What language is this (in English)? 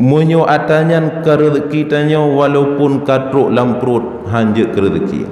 Achinese